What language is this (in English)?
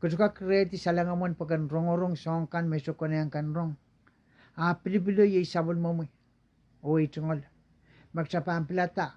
Pohnpeian